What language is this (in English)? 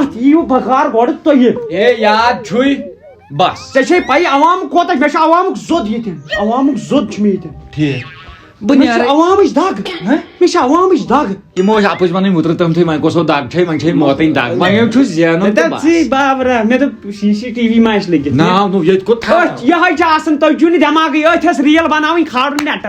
Kashmiri